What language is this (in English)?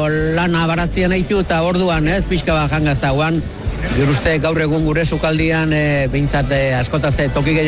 Basque